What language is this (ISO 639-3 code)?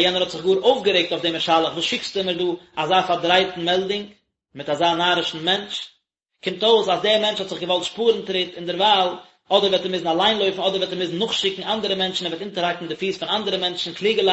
yid